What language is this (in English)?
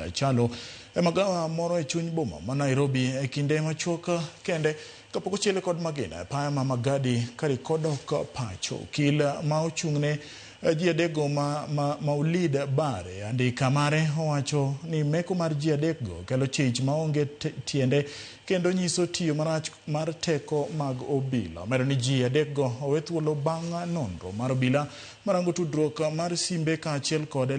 Luo (Kenya and Tanzania)